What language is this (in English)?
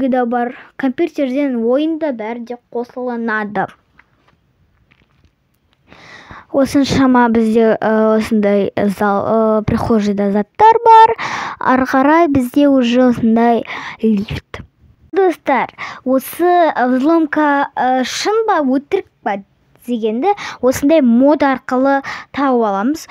Kazakh